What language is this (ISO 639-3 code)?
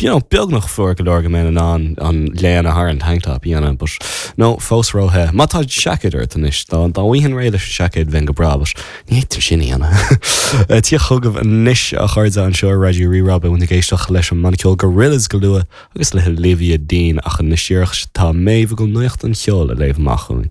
gle